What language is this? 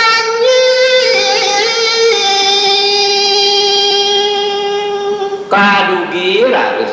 Balinese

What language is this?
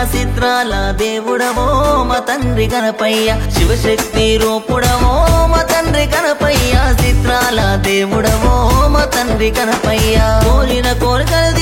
Telugu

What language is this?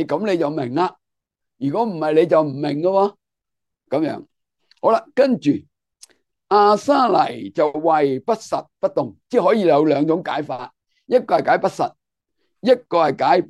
Cantonese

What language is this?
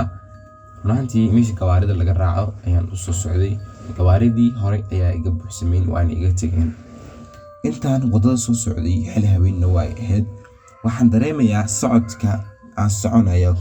Somali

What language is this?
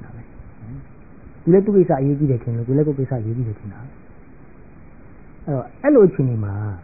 Burmese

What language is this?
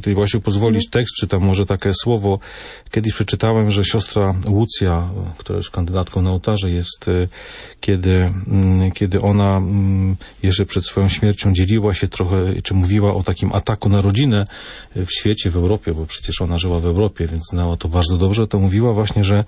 Polish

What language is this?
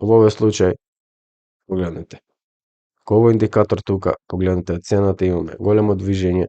Macedonian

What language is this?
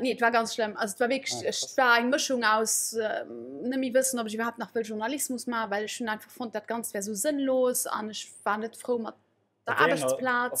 Luxembourgish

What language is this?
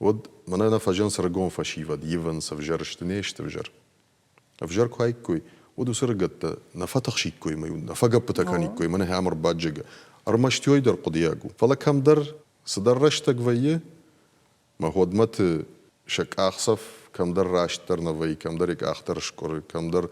Ossetic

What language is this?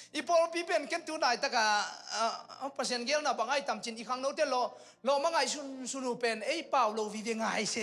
Tedim Chin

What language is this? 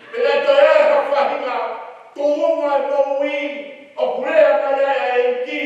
Tongan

